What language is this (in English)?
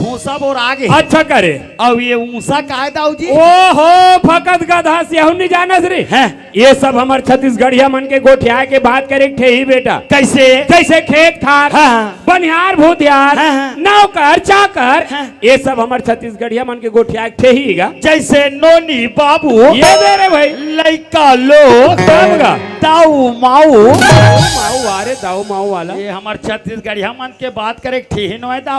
Chhattisgarhi